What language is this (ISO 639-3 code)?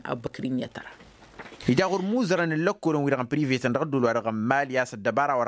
taq